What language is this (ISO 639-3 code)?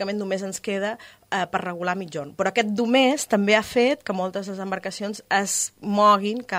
cat